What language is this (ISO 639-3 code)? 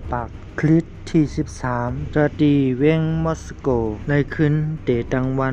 shn